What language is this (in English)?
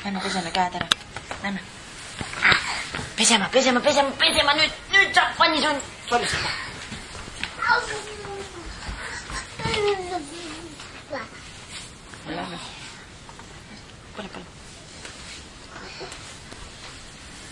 Estonian